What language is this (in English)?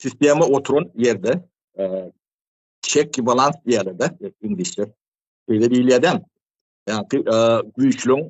Turkmen